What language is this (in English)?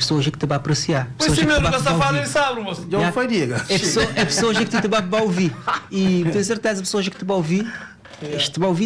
Kabuverdianu